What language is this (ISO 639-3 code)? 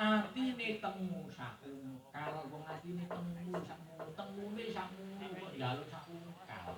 jav